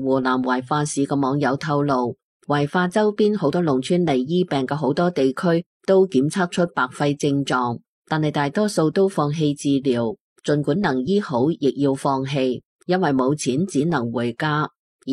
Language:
Cantonese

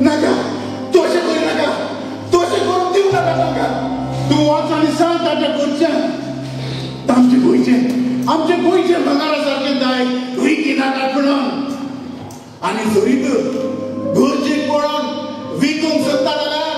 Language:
Konkani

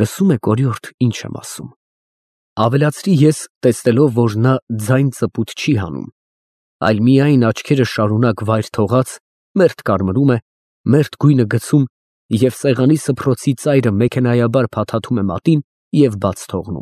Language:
Armenian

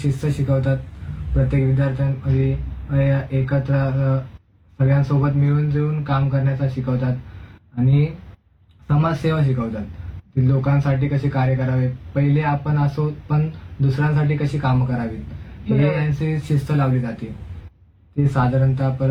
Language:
Marathi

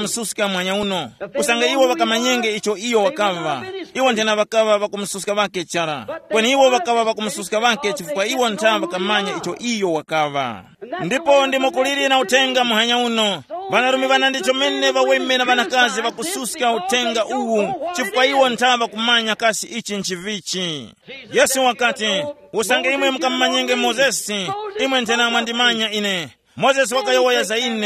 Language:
Tumbuka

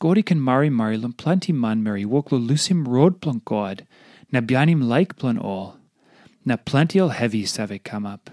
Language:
Tok Pisin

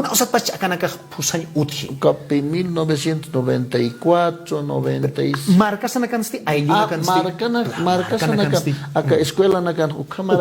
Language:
Aymara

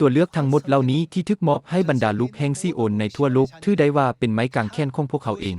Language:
Lao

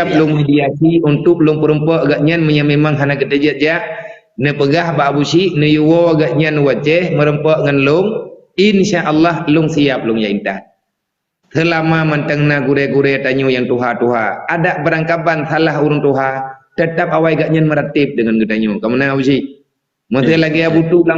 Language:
Achinese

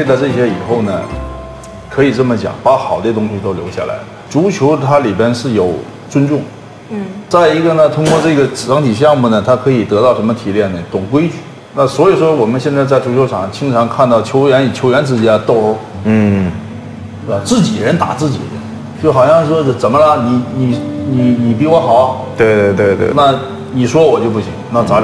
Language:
Chinese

